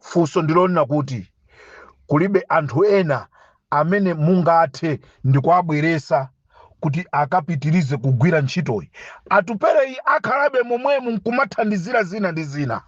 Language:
Nyanja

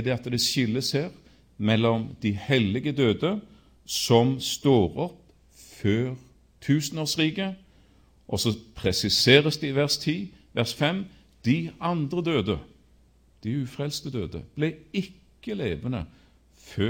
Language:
Norwegian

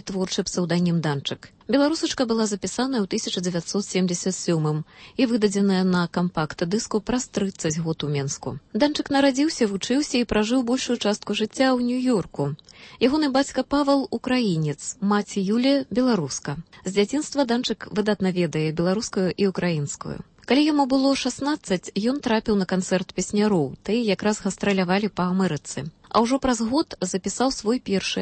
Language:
Belarusian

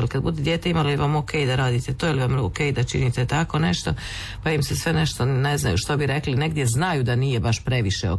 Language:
Croatian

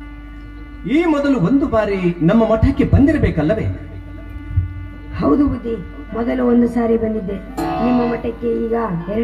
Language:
Kannada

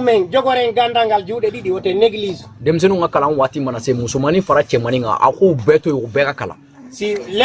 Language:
Bambara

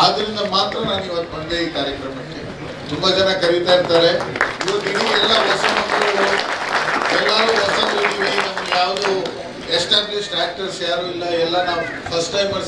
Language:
Kannada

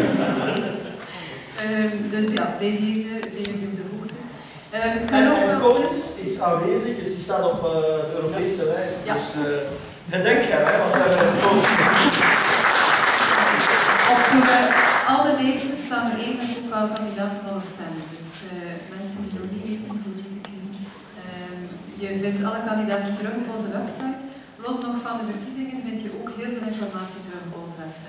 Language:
Dutch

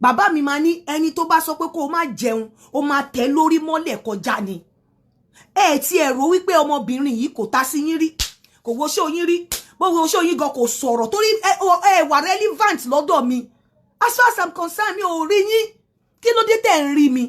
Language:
Yoruba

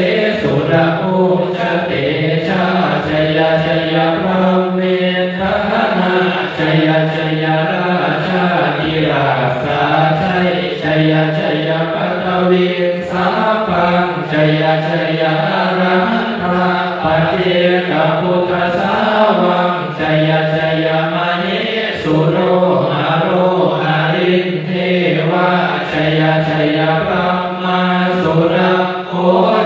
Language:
Pali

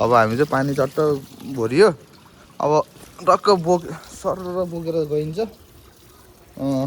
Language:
Nepali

